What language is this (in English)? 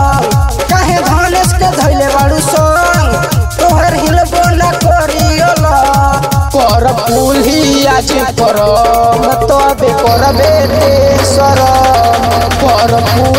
Bhojpuri